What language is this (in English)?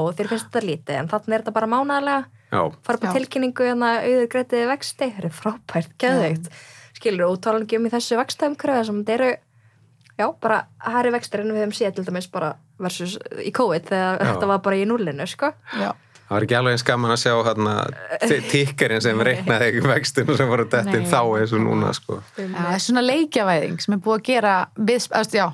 Icelandic